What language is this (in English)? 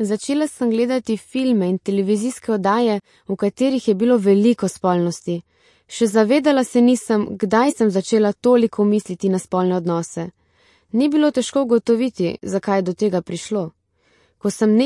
Slovenian